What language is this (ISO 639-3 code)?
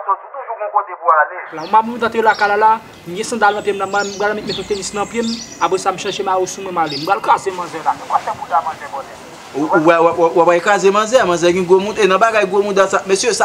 hat